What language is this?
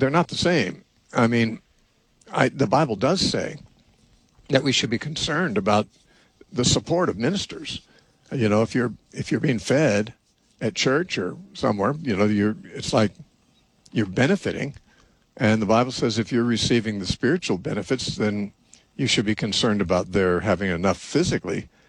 English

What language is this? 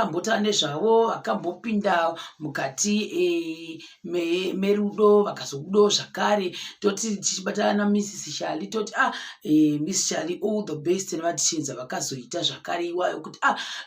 Shona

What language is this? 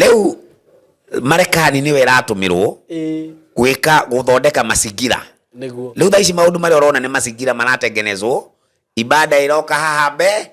Kikuyu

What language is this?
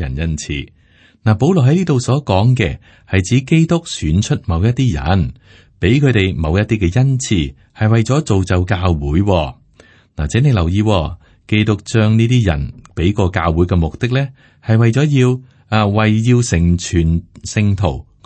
Cantonese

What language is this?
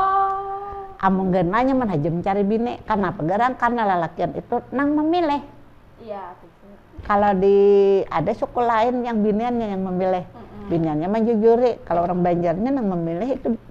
Banjar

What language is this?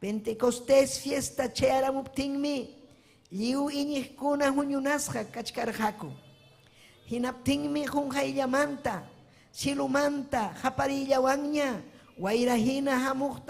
Ayacucho Quechua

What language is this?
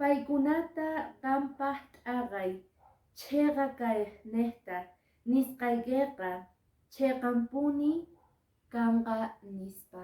Quechua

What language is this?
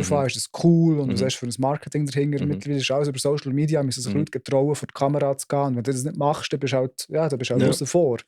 Swiss German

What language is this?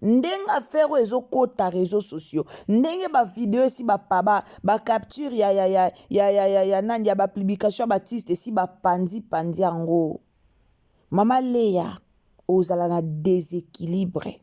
Lingala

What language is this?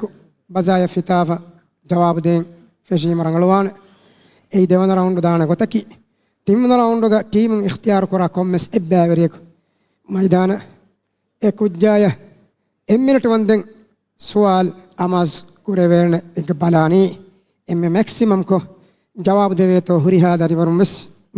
Divehi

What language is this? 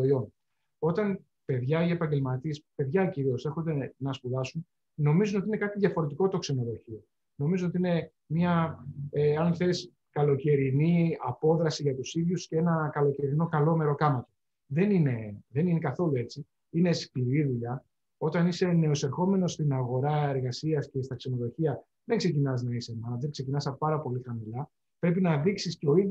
Greek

